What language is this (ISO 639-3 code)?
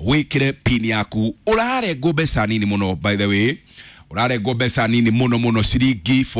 kik